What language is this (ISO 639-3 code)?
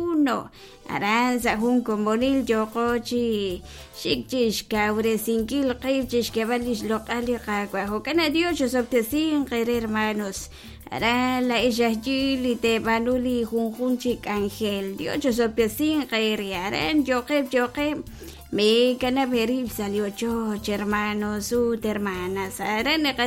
kek